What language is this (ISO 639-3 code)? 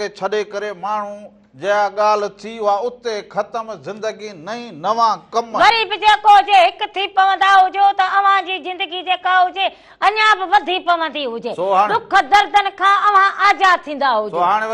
snd